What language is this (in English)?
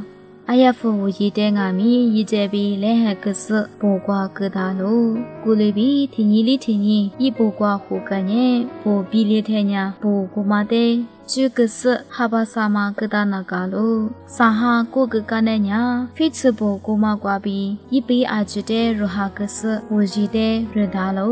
Lisu